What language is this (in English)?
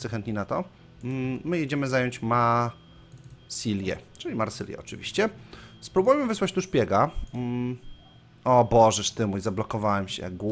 Polish